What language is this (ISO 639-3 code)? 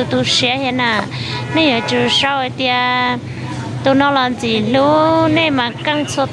hmn